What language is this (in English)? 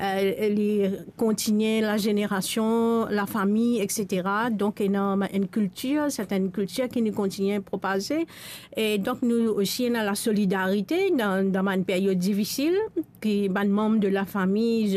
Morisyen